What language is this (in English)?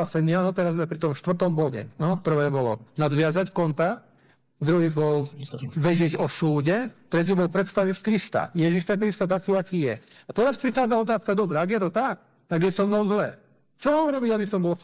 Slovak